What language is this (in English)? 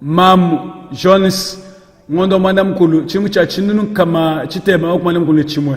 Luba-Lulua